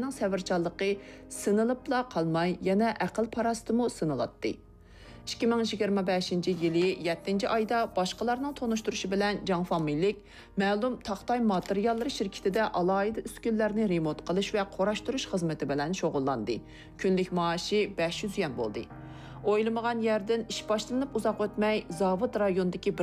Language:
Uyghur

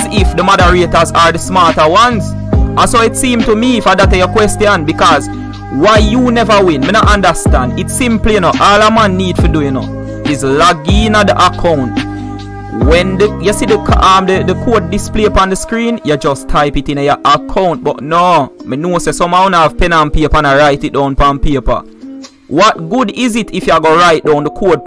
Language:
Jamaican Creole English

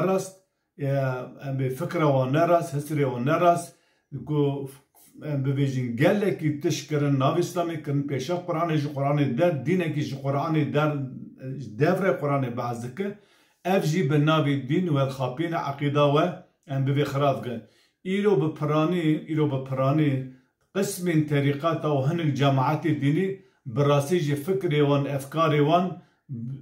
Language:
Kurdish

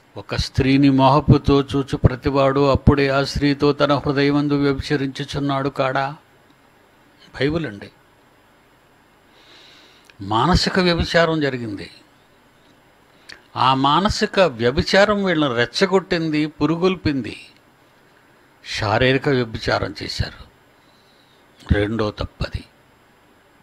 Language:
Telugu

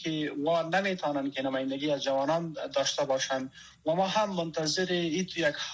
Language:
Persian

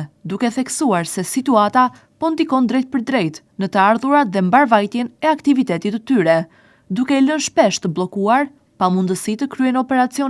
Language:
Albanian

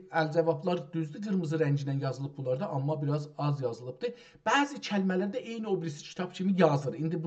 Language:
South Azerbaijani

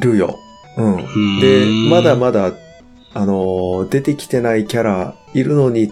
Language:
Japanese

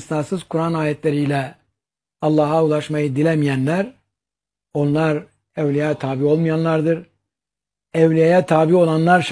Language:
Turkish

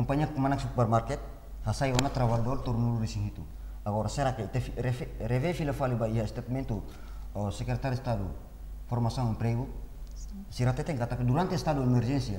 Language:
Tetum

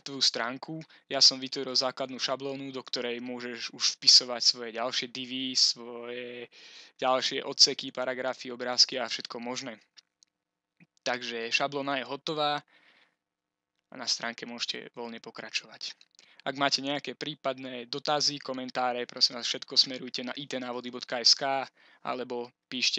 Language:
Slovak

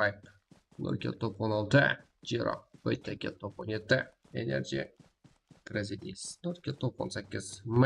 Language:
Kara-Kalpak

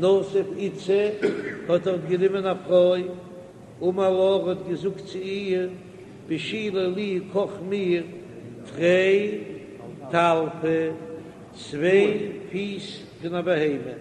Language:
Yiddish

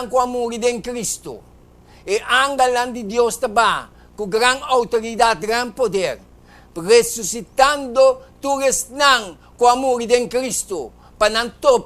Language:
Papiamento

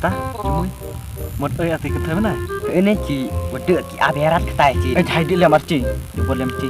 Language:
Khasi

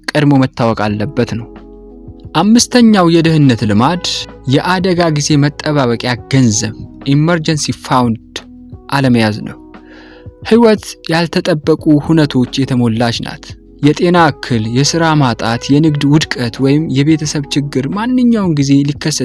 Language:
Amharic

